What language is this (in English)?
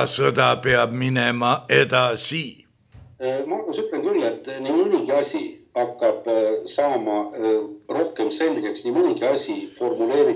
Estonian